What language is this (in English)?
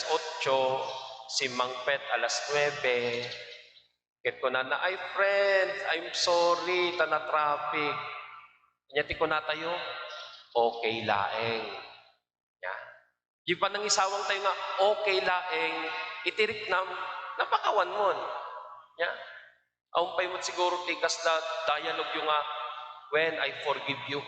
Iloko